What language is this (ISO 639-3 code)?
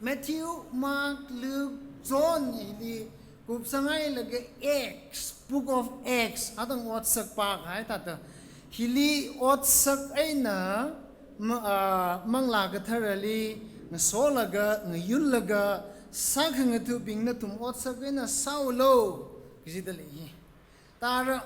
nmf